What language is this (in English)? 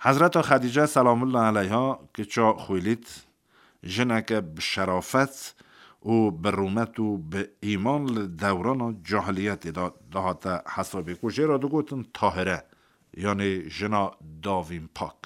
Kurdish